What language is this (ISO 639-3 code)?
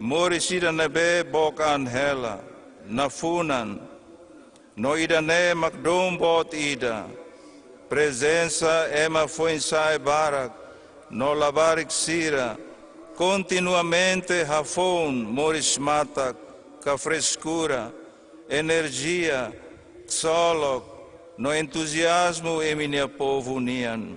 tet